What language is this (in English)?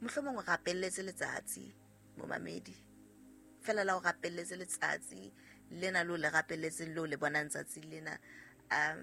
Southern Sotho